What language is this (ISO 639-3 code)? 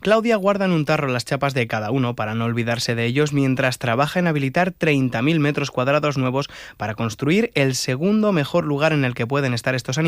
spa